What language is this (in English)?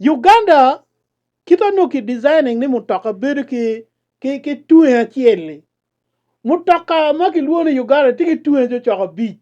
Acoli